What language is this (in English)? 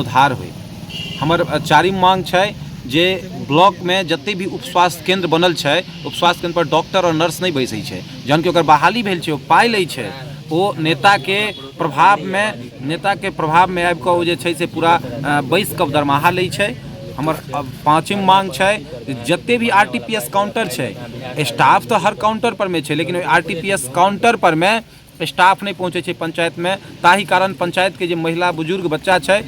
Maithili